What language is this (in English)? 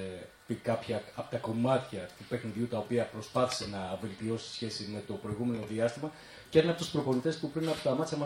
Greek